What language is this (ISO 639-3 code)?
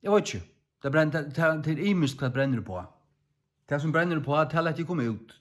fao